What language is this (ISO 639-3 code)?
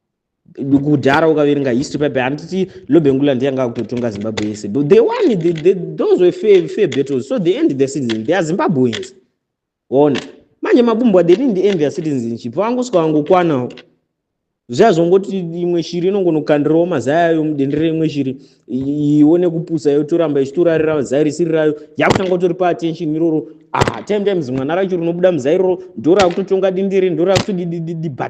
sna